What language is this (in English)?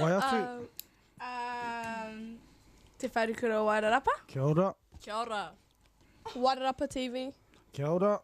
Māori